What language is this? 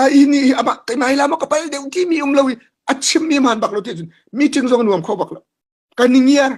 Hakha Chin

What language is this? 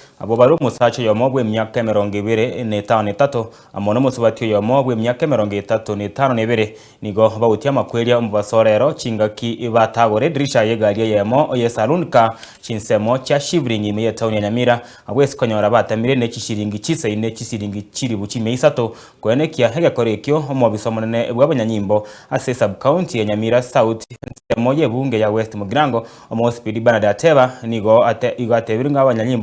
Gusii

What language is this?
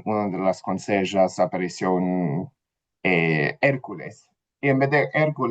Ladino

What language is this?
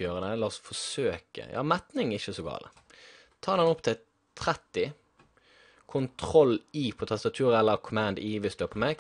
Norwegian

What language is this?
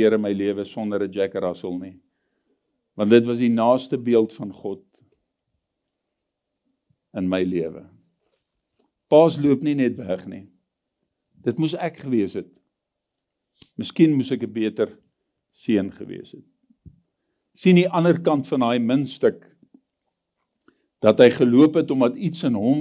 Afrikaans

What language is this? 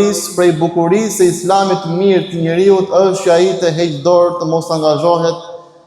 Albanian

